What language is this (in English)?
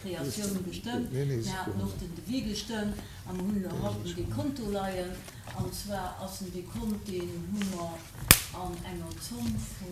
Luxembourgish